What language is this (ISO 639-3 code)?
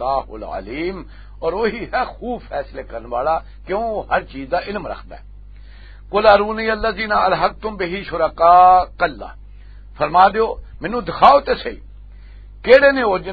lah